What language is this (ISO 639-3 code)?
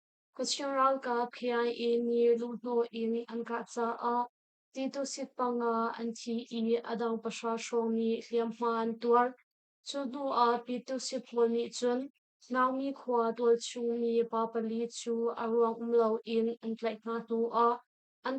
cnh